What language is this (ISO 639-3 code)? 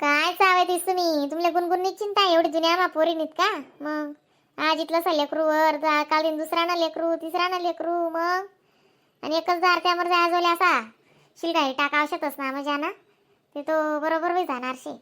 khn